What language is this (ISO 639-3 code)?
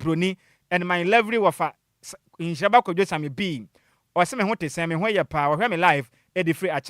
aka